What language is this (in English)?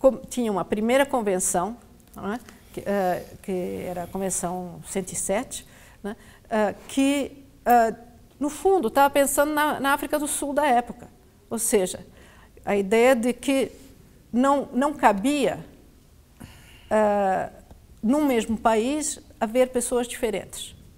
Portuguese